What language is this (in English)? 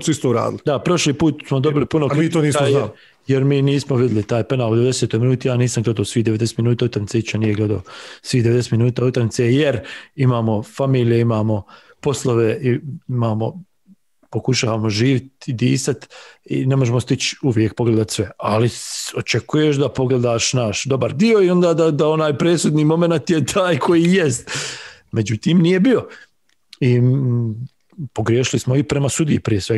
Bosnian